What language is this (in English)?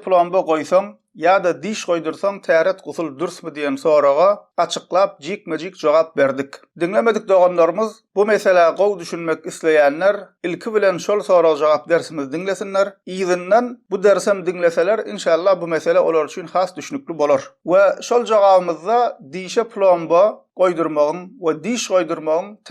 Turkmen